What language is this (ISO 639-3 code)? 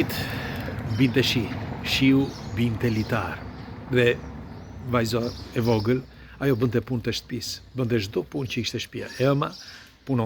sqi